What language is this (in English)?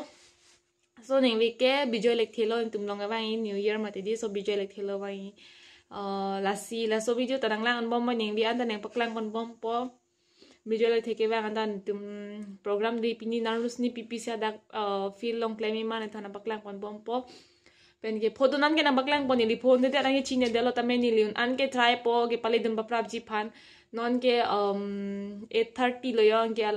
Karbi